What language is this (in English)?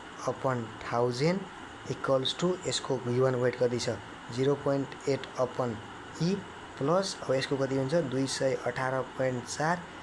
Nepali